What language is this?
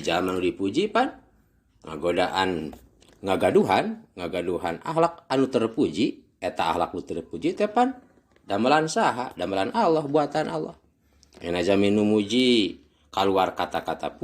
Sundanese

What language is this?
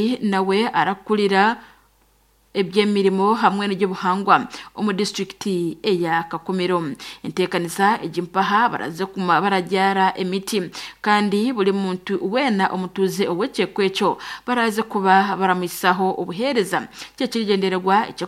Nyankole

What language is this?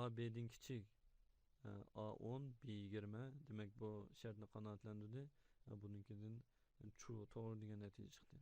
Uyghur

